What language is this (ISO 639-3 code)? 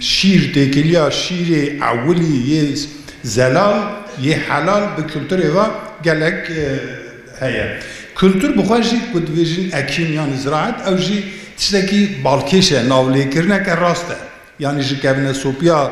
kur